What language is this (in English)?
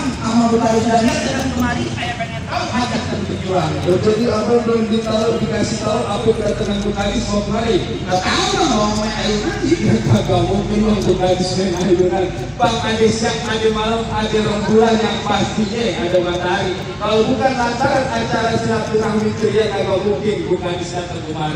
Betawi